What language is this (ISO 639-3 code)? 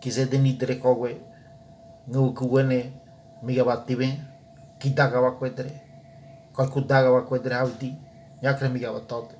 gym